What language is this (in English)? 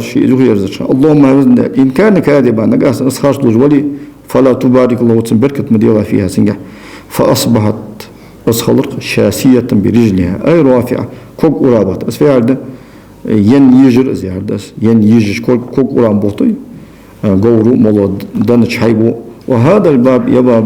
Ingush